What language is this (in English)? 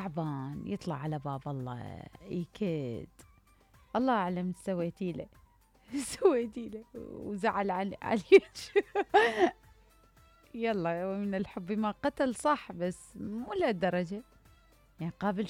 Mesopotamian Arabic